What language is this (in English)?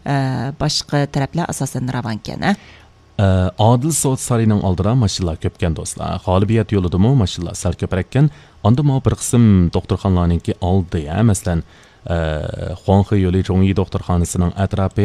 Uyghur